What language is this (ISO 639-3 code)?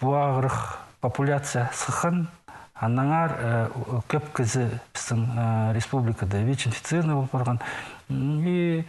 kjh